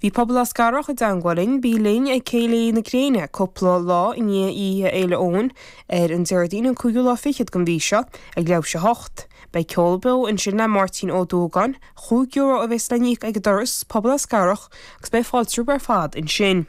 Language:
Irish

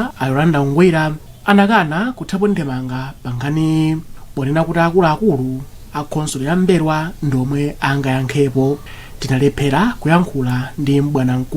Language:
Nyanja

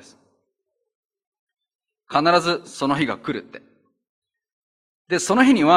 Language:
Japanese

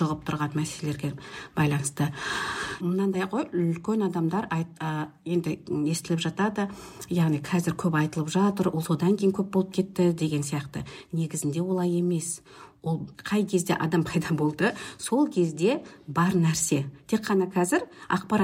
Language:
Kazakh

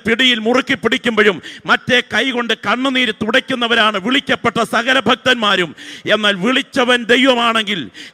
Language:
Malayalam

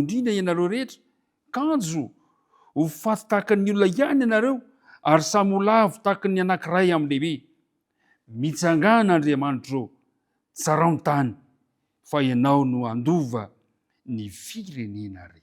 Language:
Malagasy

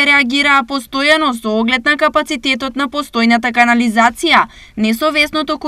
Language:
Macedonian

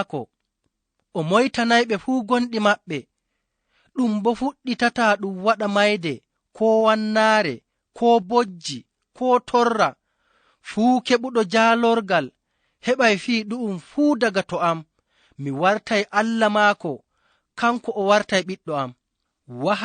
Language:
Fula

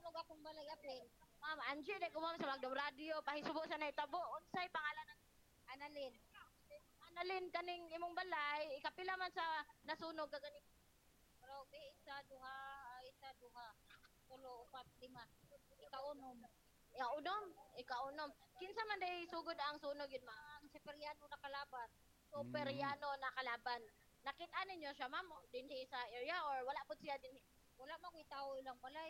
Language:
Cebuano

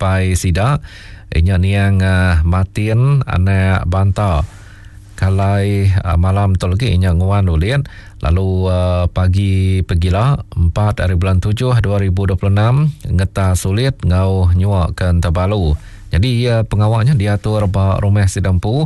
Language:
Iban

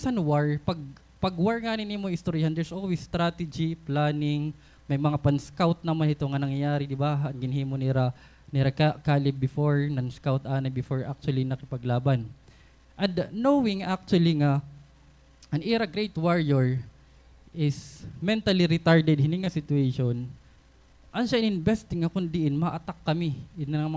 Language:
Waray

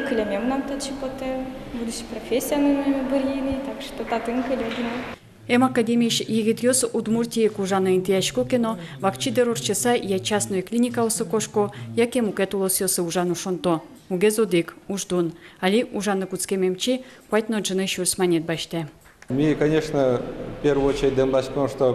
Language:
Udmurt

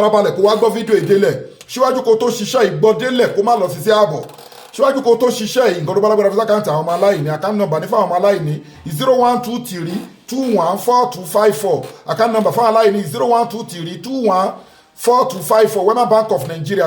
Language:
Yoruba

